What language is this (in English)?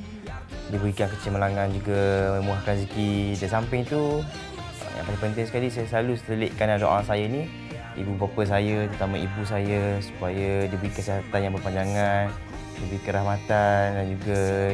Malay